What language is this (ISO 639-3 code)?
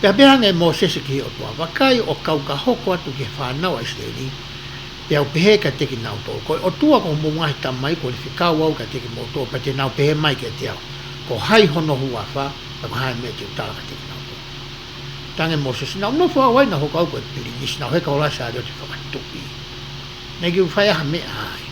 ton